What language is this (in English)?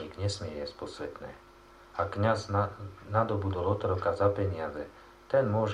Slovak